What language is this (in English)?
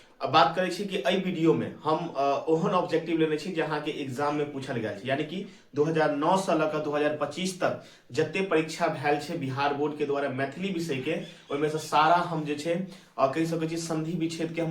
Maithili